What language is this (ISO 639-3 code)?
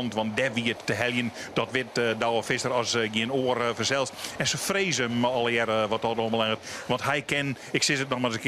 fry